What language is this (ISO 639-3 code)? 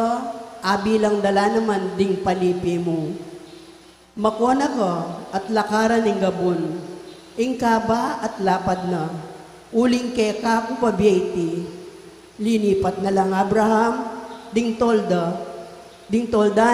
pam